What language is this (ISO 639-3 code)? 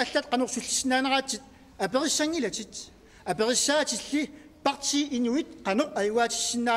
kal